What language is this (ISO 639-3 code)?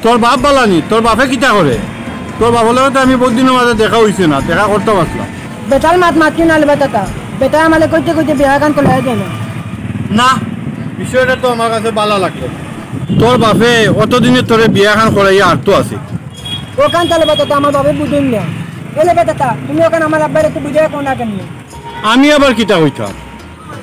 syl